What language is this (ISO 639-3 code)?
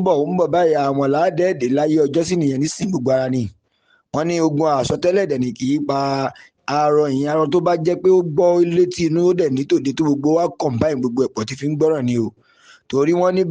yor